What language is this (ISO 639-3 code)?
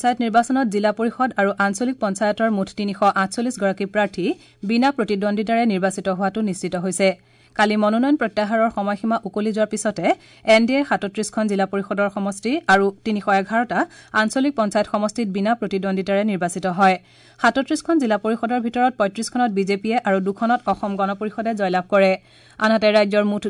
asm